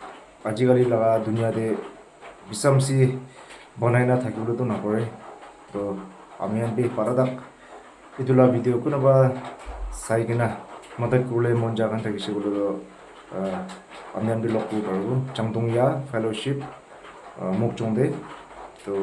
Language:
Naga Pidgin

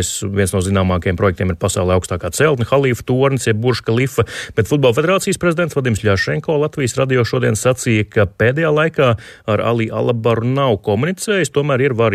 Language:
Latvian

